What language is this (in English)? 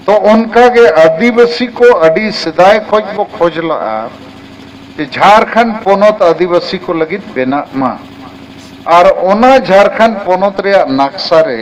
Santali